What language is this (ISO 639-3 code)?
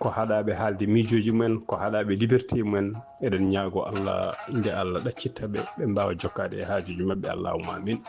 ful